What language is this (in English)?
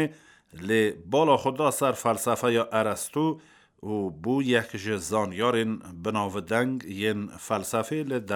Kurdish